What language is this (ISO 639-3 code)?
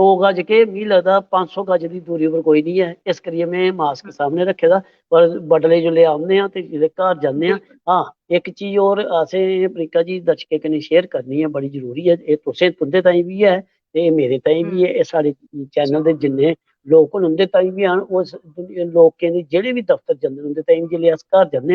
doi